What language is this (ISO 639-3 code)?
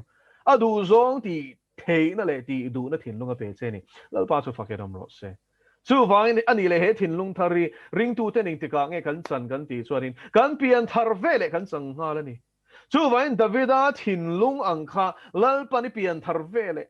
lus